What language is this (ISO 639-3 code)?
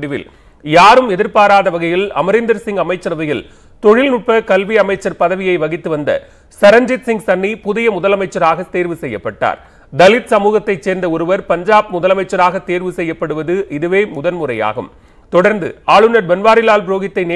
tam